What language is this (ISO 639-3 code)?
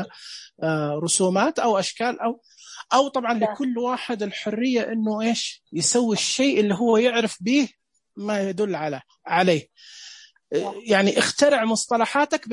ars